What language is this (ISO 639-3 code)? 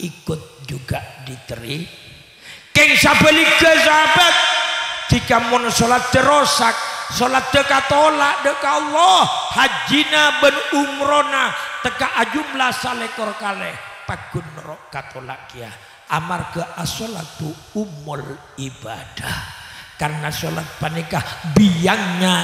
mad